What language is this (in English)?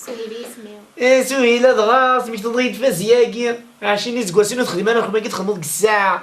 Kabyle